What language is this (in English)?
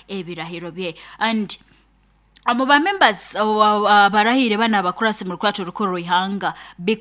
Nyoro